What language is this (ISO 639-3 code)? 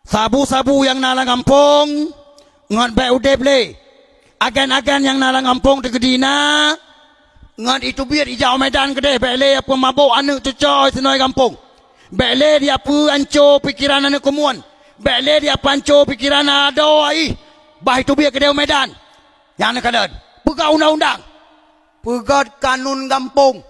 ace